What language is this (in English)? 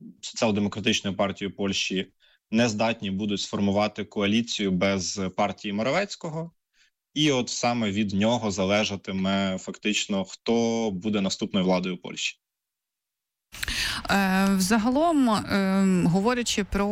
Ukrainian